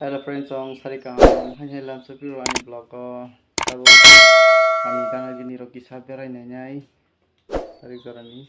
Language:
Kok Borok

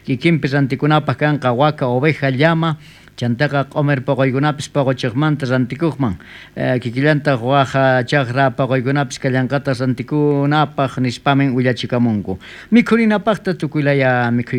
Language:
South Bolivian Quechua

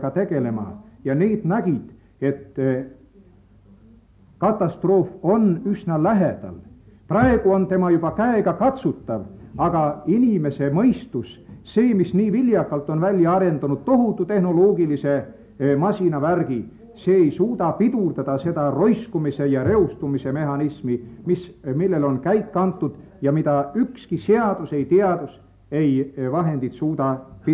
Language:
Estonian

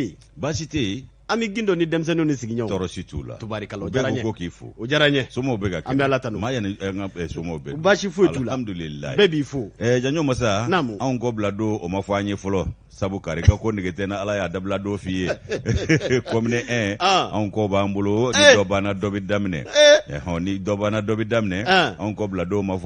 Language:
Bambara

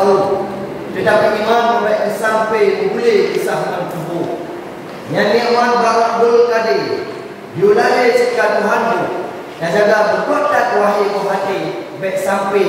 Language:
Achinese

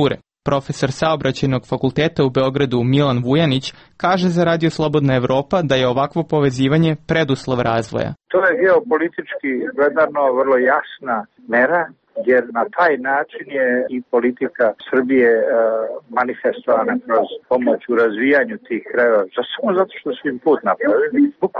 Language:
Serbian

